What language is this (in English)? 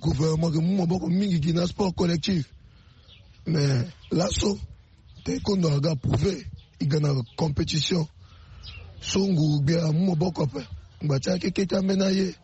Sango